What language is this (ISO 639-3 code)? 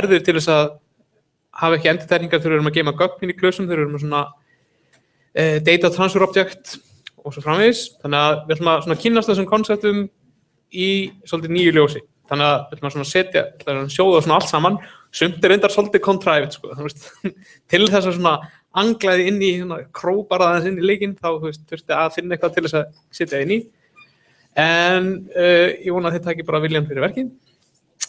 isl